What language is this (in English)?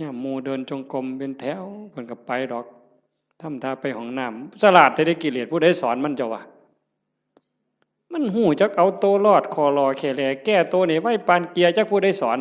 Northeastern Thai